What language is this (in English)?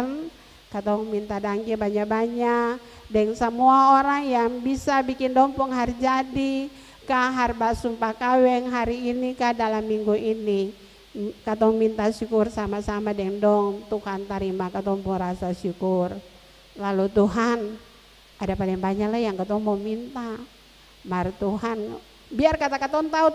Ambonese Malay